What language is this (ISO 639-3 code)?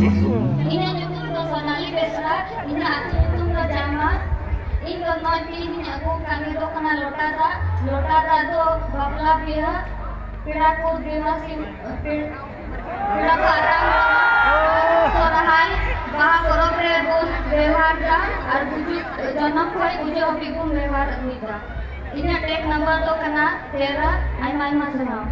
sat